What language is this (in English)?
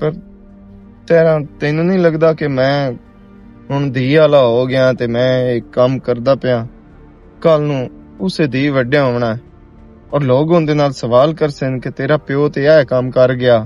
Western Panjabi